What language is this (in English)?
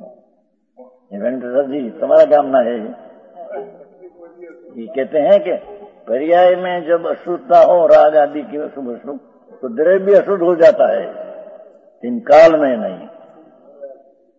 Hindi